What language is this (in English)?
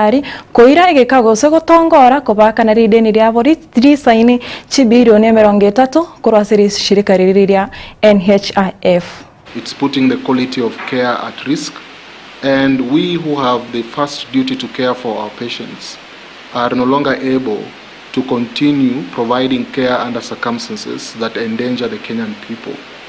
Gusii